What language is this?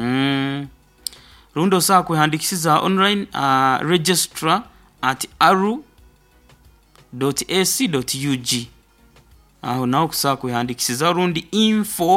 Nyoro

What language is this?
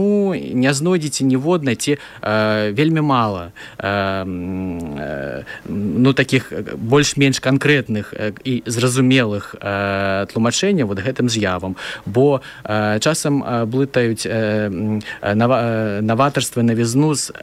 Belarusian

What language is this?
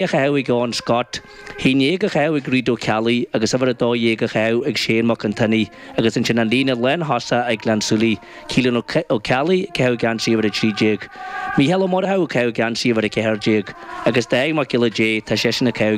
Irish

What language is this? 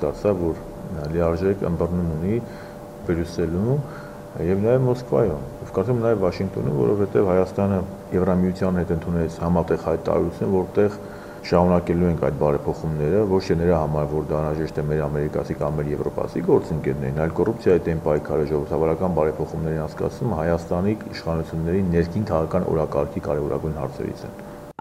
Armenian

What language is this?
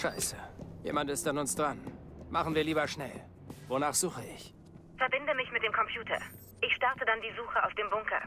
Bavarian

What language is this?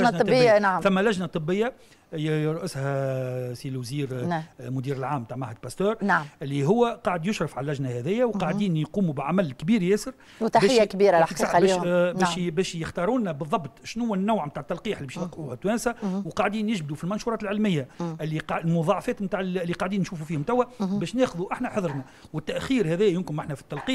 Tunisian Arabic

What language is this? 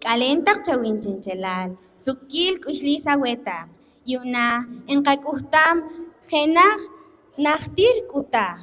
Poqomchi'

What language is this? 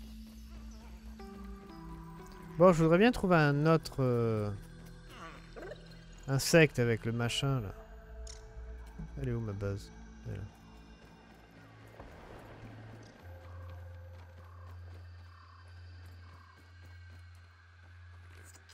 French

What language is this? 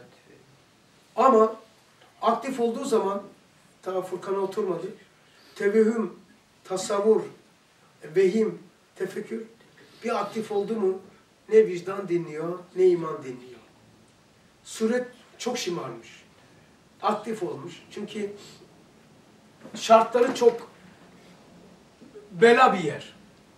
Turkish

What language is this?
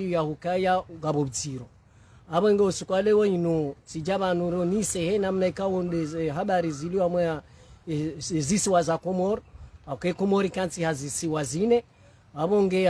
Ngazidja Comorian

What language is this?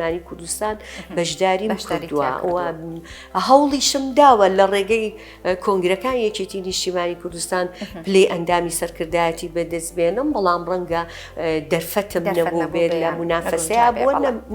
Central Kurdish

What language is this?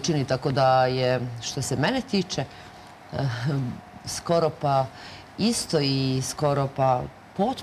Serbian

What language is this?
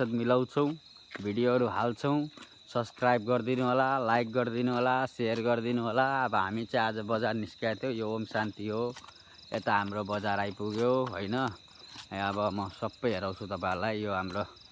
Nepali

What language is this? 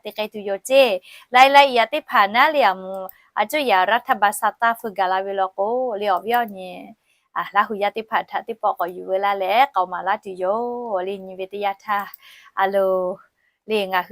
Lahu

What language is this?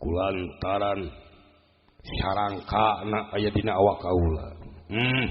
Sundanese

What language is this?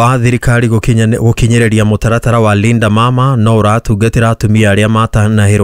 Kikuyu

